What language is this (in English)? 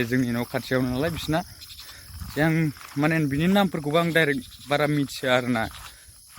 Bodo